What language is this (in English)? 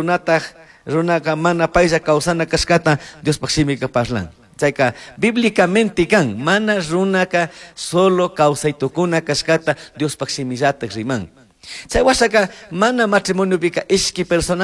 Chimborazo Highland Quichua